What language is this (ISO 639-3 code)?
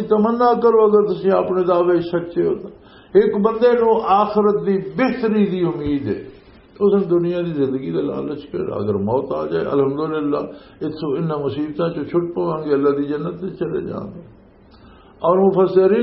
lah